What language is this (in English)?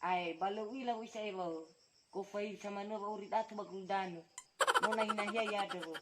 Nias